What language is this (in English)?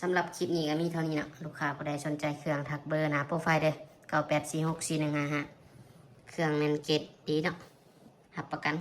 Lao